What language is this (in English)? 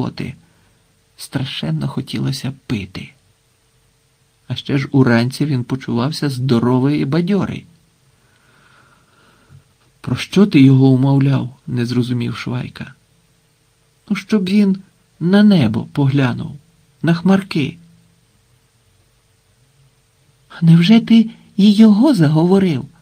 Ukrainian